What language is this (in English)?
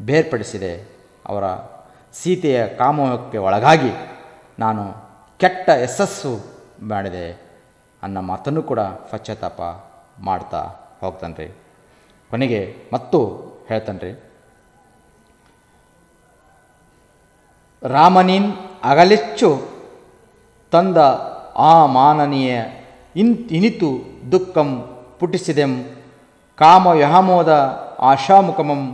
Kannada